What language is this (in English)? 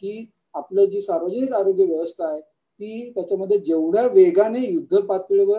Marathi